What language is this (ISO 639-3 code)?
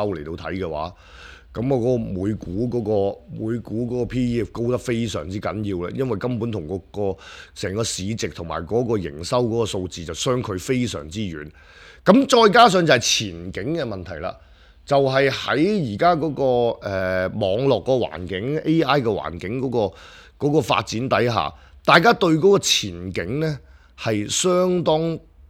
yue